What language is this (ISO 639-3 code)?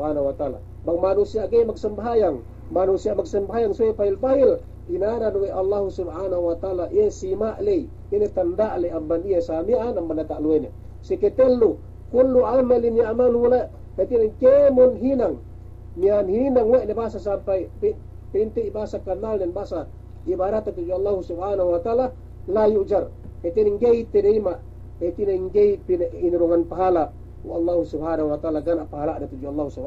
yka